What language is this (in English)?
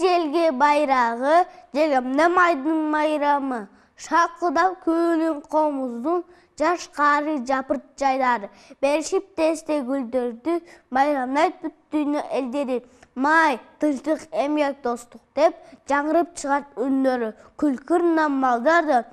Kyrgyz